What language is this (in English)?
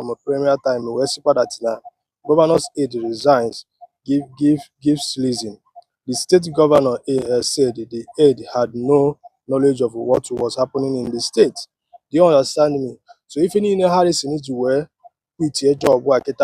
Igbo